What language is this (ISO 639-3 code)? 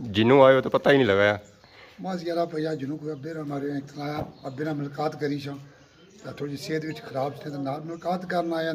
phr